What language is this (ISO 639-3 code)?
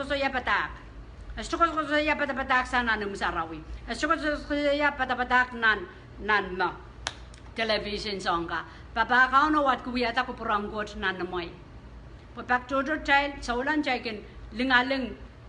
pon